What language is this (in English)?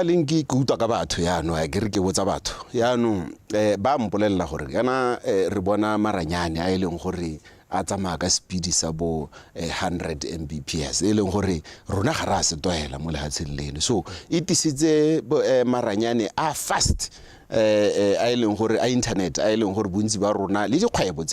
Tswana